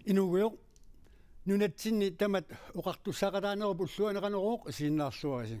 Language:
Kalaallisut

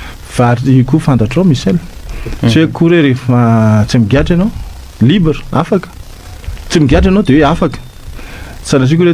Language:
Malagasy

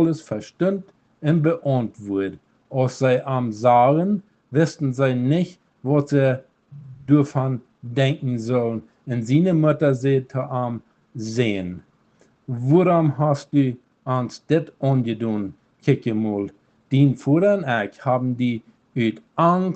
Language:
Plautdietsch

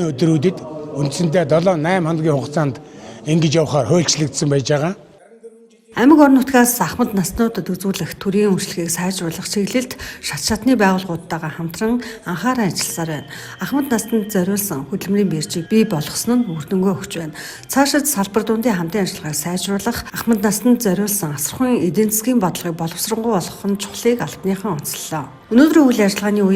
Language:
Mongolian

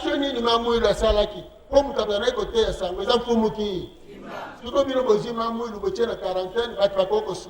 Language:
Lingala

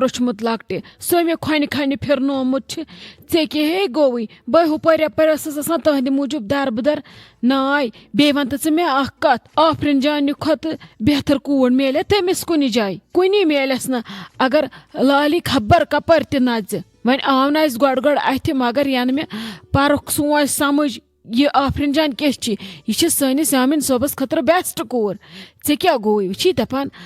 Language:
Kashmiri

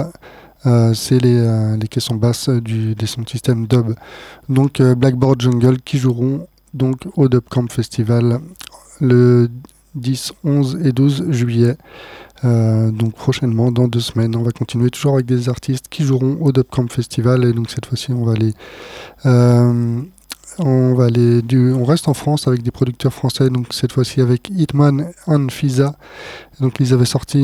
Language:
French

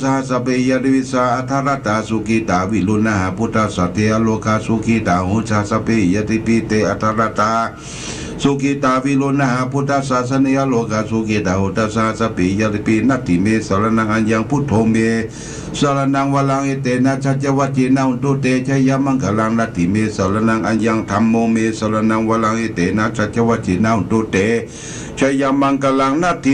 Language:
Pali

